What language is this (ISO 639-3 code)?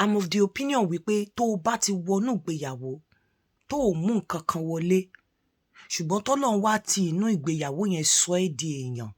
yor